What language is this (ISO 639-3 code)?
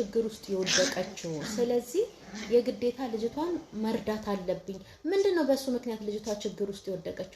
amh